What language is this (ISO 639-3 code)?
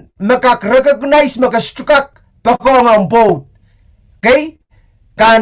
pon